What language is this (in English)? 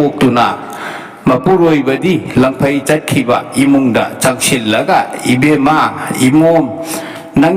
Manipuri